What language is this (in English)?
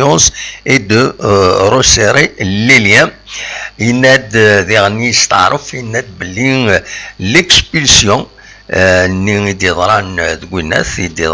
Kabyle